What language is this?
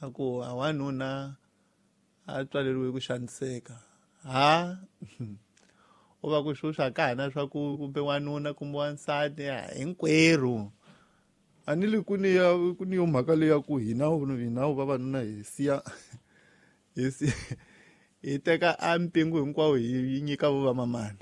Tsonga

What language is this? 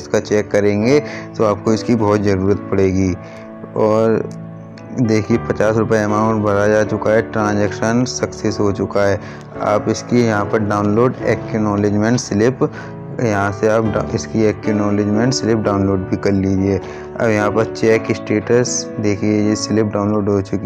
Hindi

